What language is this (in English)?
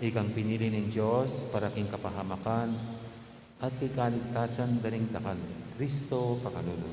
Pampanga